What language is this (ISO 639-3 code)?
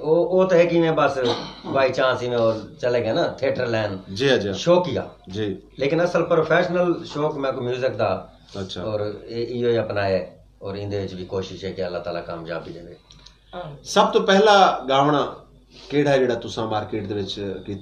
skr